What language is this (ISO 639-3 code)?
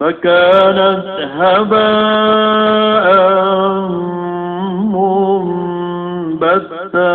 mrw